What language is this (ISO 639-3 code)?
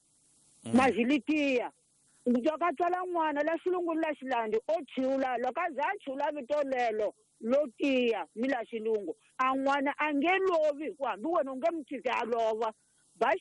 tso